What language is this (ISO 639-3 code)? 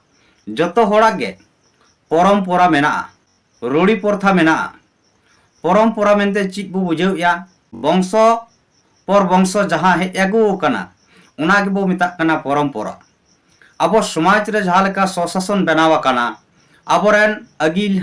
sat